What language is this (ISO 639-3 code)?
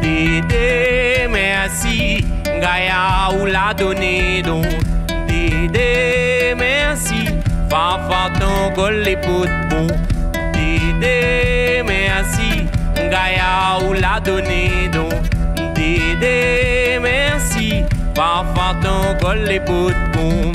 rcf